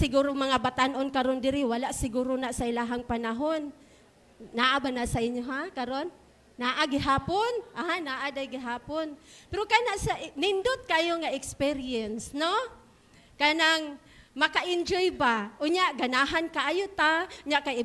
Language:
Cebuano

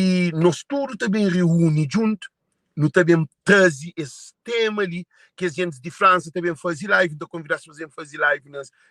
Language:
Kabuverdianu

